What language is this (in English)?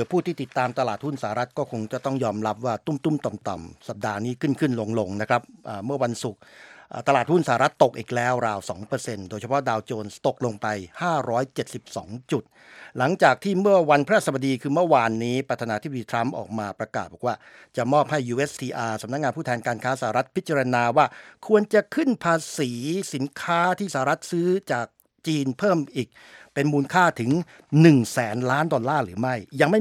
Thai